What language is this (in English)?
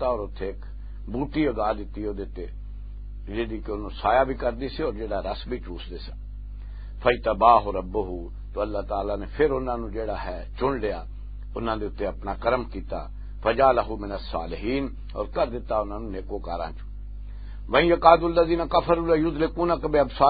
Western Panjabi